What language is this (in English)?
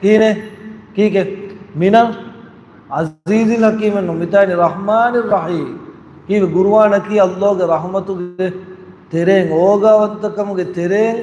Divehi